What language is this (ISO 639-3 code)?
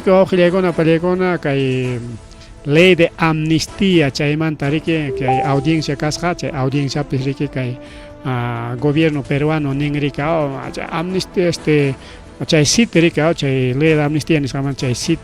quy